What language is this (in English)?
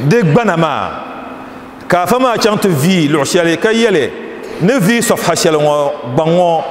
Dagbani